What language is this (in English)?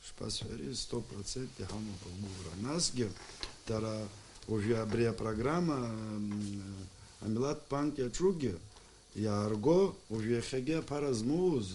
Abkhazian